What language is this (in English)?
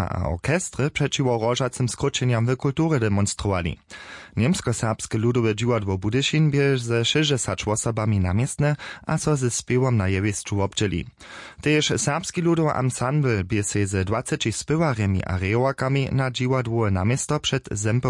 Upper Sorbian